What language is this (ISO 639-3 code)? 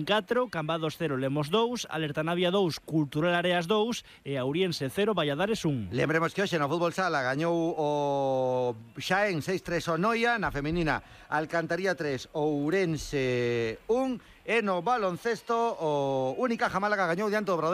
glg